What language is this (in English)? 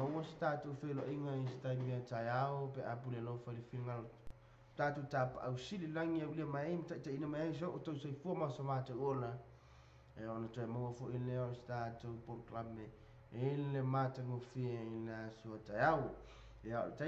Samoan